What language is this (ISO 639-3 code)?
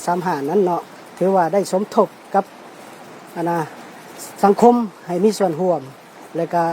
lao